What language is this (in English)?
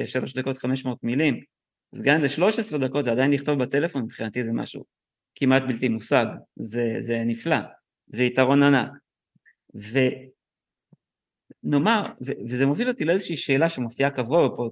Hebrew